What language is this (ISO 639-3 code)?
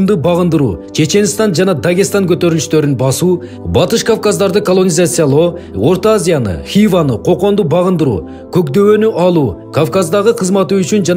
kir